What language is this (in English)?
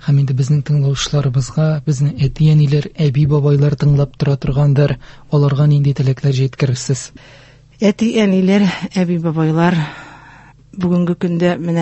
Tatar